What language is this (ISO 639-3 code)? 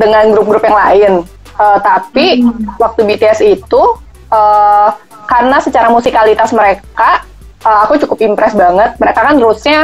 ind